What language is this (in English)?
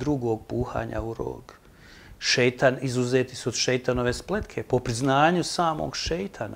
Bosnian